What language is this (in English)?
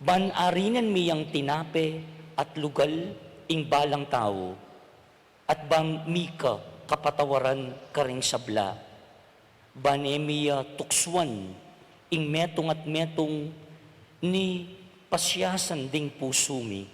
Pampanga